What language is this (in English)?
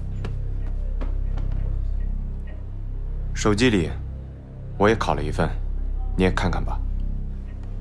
Chinese